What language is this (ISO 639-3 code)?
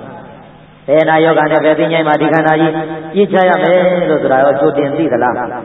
mya